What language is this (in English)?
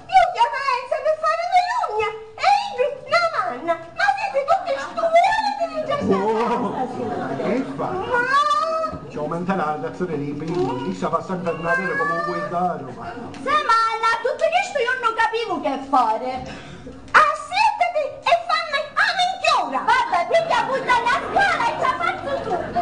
Sicilian